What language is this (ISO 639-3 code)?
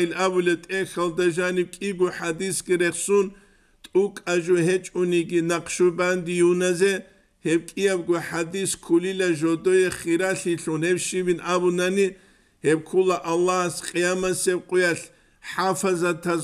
ava